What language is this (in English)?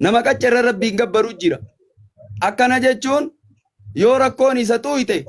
Oromo